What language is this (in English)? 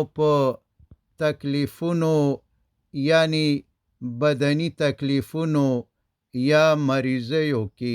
Pashto